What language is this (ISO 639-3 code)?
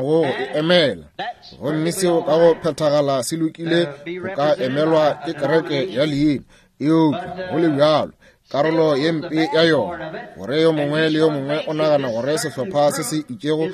nso